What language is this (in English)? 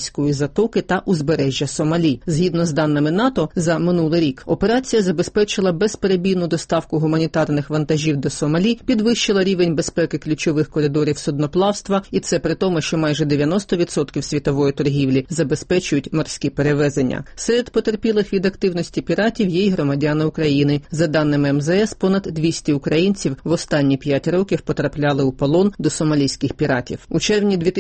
Ukrainian